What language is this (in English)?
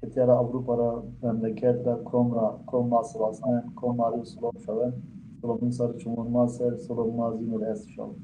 Zaza